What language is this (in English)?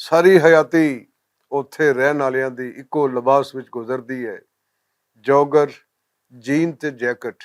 Western Panjabi